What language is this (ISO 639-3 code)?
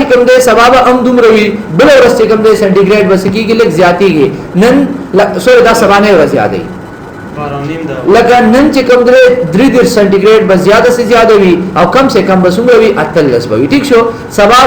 pus